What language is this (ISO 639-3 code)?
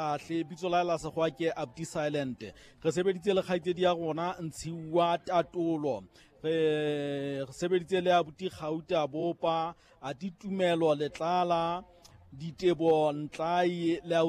sot